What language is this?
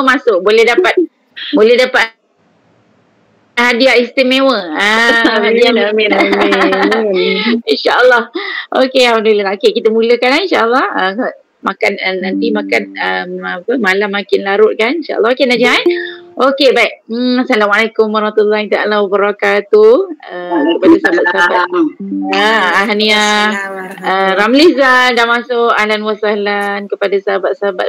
Malay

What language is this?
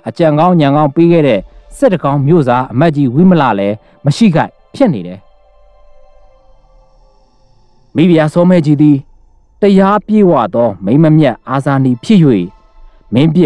Burmese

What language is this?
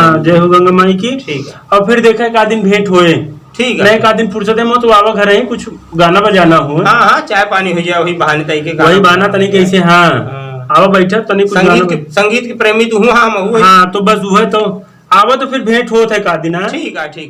Awadhi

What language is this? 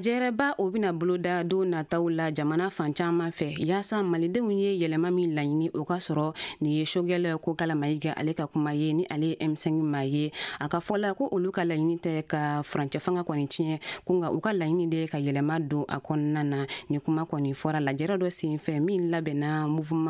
Bambara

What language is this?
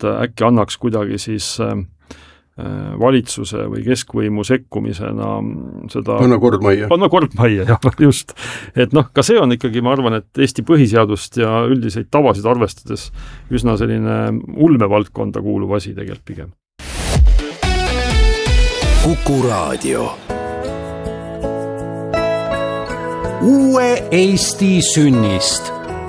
Estonian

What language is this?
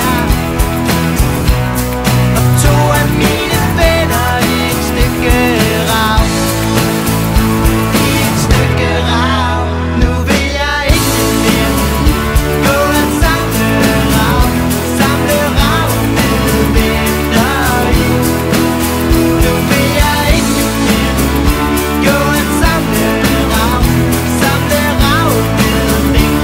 Danish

